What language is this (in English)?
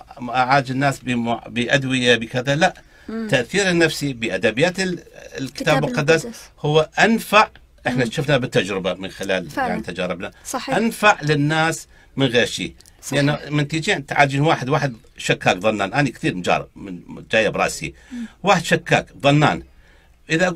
Arabic